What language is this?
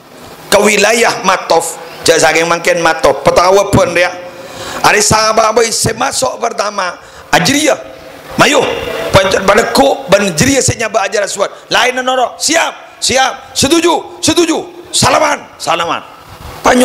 Madurese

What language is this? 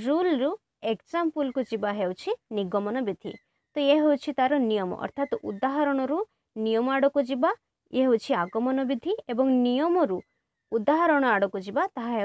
Odia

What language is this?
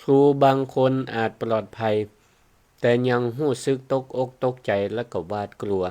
Northern Thai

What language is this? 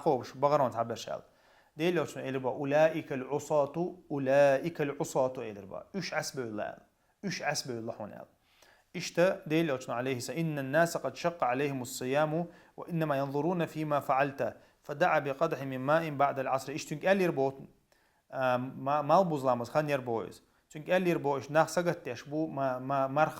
Chechen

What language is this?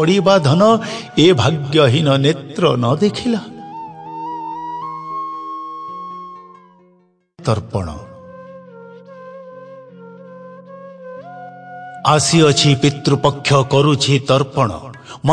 Odia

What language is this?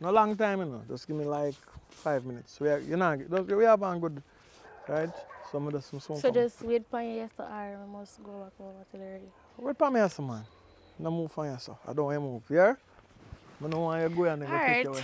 Jamaican Creole English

